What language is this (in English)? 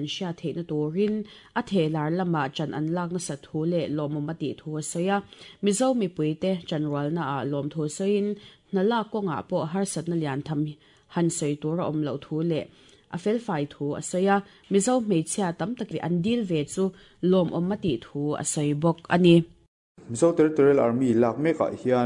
Mizo